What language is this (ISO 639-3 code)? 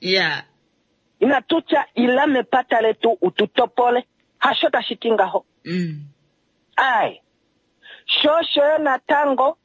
kua